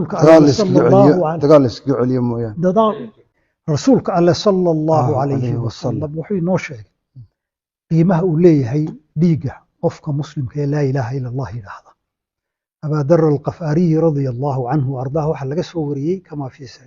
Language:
Somali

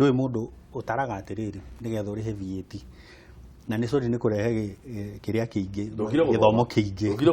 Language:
Kikuyu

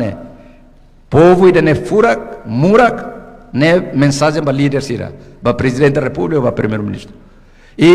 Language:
Tetum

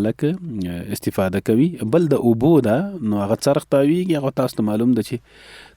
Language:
Pashto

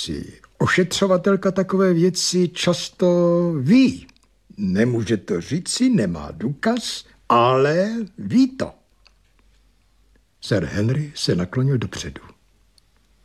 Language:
Czech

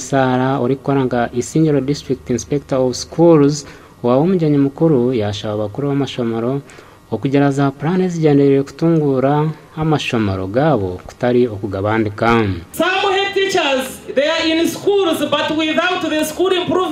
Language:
Nyankole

